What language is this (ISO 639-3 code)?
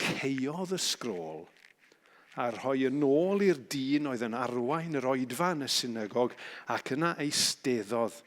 cym